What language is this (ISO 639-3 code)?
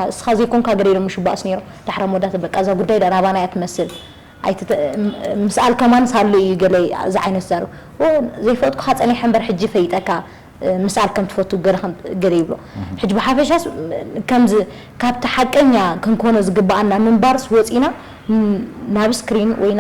tir